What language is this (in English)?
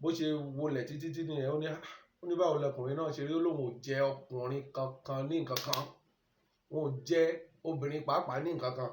Yoruba